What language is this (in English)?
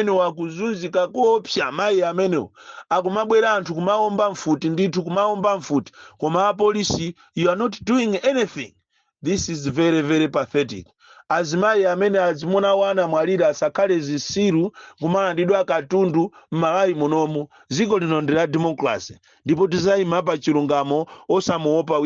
Nyanja